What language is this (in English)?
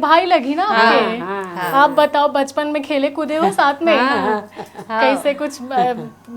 Chhattisgarhi